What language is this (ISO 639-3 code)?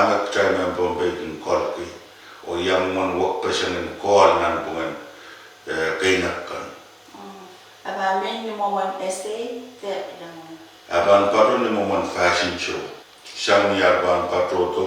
pon